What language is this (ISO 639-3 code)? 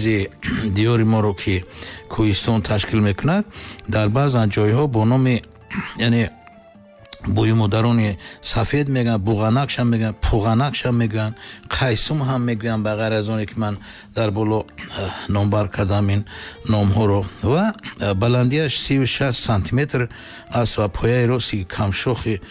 tgk